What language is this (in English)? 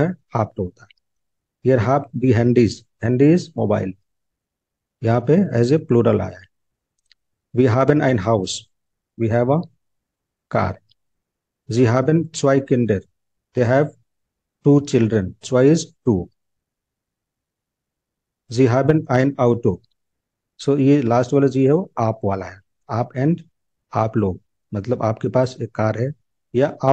Hindi